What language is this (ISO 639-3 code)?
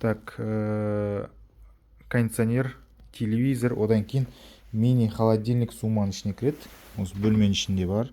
kaz